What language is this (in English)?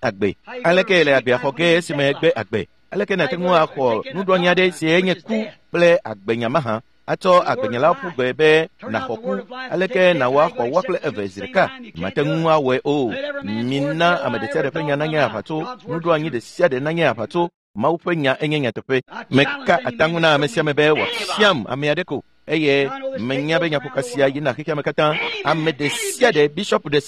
Ewe